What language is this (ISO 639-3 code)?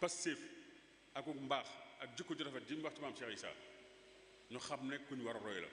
wol